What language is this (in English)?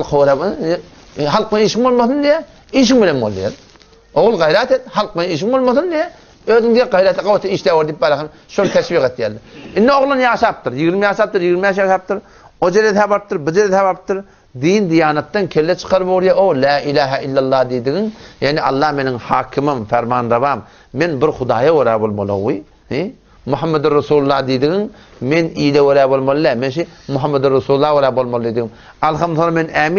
Turkmen